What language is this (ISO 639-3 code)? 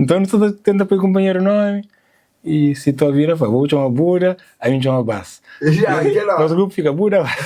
kea